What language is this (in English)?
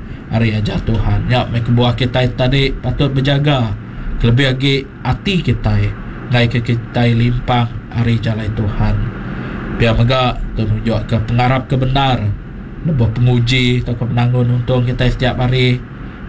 Iban